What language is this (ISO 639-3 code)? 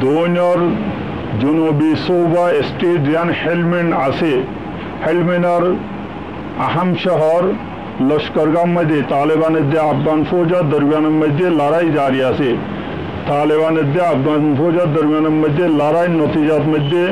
rhg